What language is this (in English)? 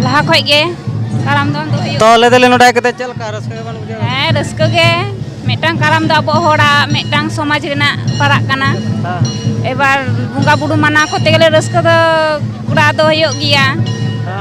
Santali